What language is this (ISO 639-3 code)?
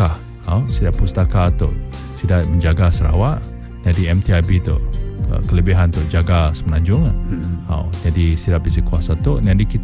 iba